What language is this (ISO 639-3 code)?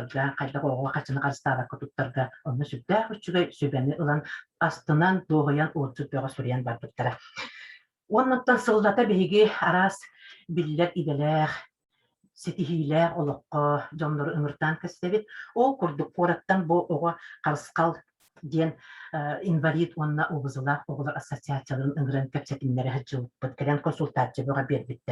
sah